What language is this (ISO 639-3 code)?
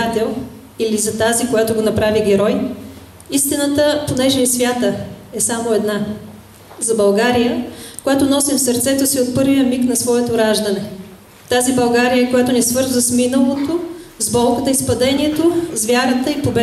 bul